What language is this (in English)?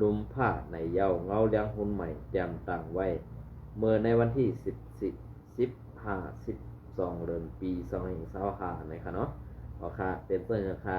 Shan